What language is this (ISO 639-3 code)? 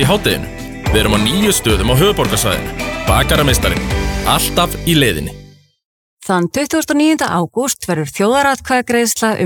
isl